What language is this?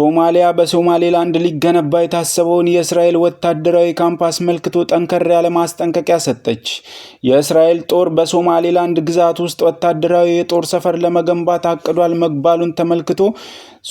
Amharic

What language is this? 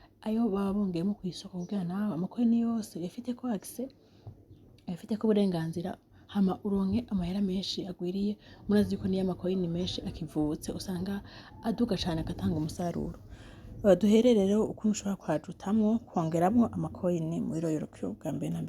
Rundi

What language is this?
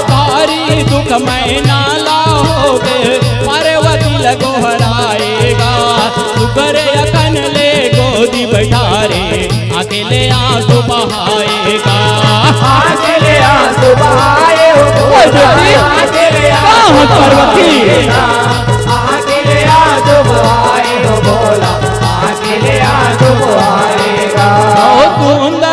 Chhattisgarhi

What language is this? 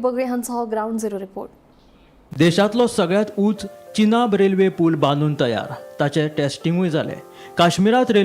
Konkani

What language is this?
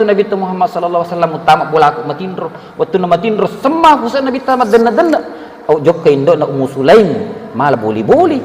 Buginese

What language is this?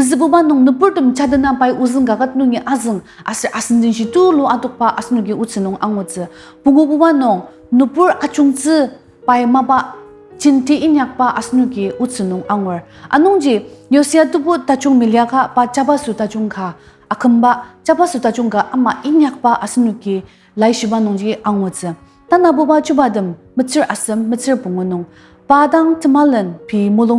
Ao Naga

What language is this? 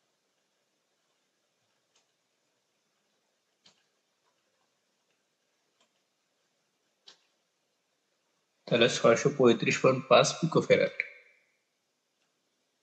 Bangla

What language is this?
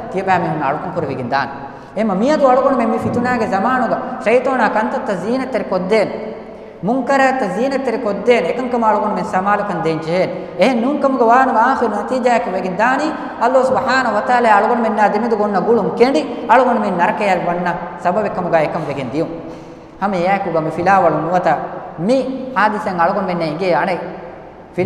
Divehi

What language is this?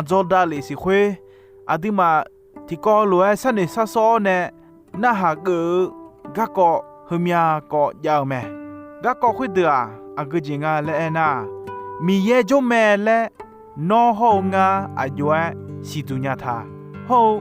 Akha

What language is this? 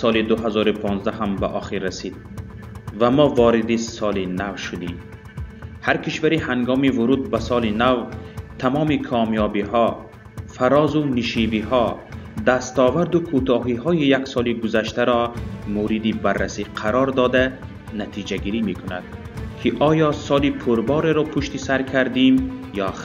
Tajik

